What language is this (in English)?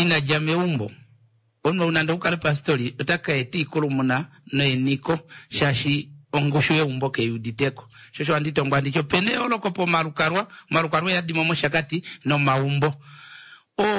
Kuanyama